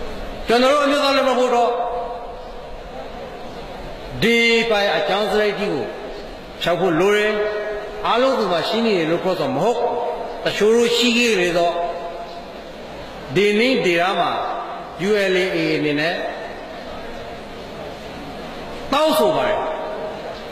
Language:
Burmese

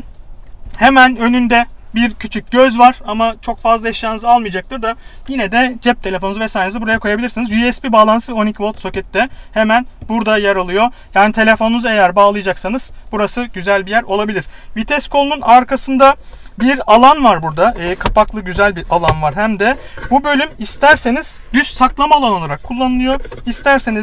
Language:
Turkish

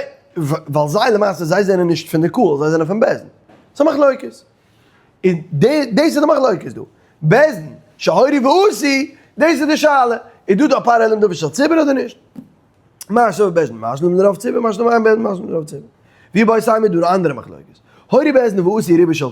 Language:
Yiddish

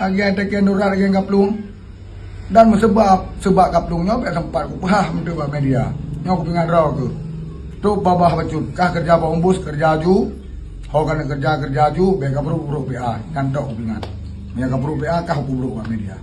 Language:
Achinese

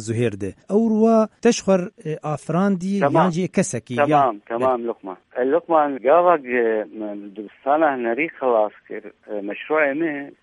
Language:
Kurdish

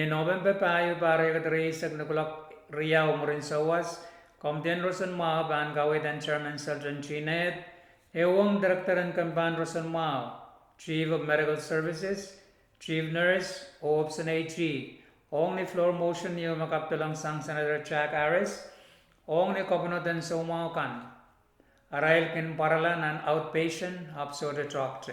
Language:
Pohnpeian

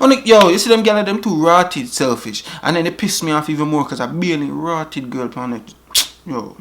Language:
Jamaican Creole English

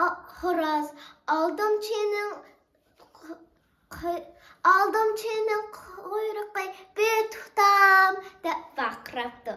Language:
Uyghur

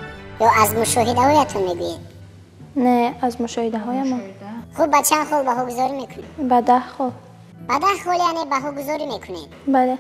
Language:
Tajik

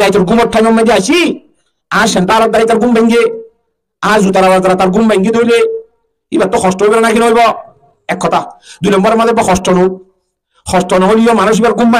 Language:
Rohingya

